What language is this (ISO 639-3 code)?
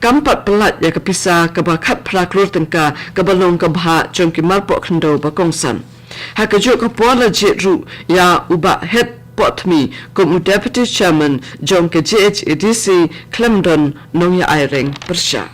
kha